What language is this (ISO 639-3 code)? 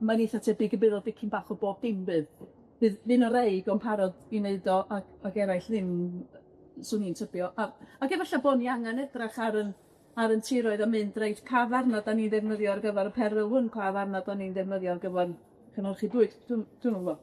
cym